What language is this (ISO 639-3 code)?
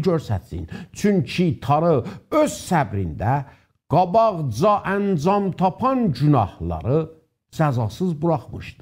azb